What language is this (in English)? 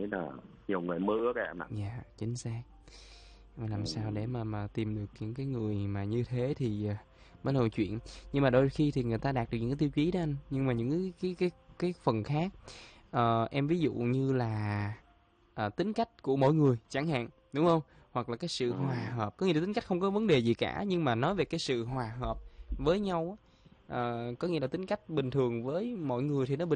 Vietnamese